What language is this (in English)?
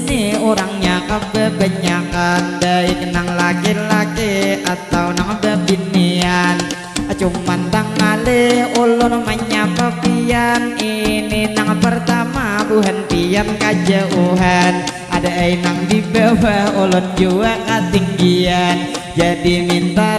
Banjar